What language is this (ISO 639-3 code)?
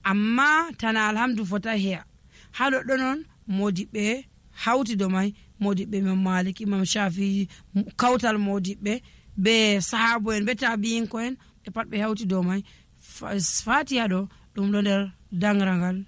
fuv